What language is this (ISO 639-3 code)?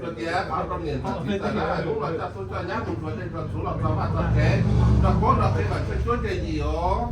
hmn